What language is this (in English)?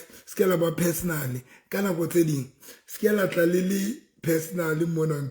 Southern Sotho